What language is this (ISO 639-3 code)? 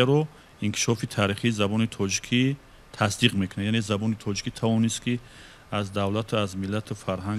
tgk